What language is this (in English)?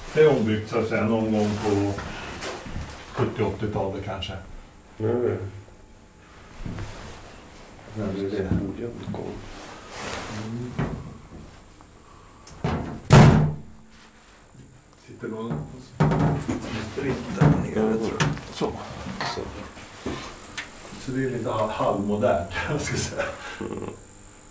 Swedish